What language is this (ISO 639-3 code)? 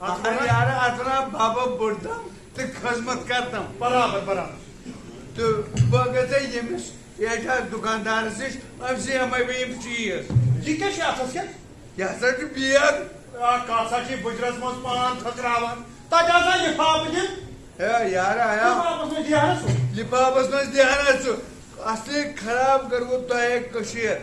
kas